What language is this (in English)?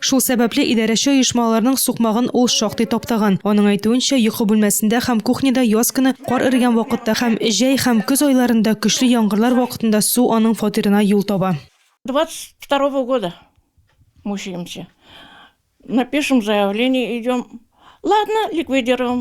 Tatar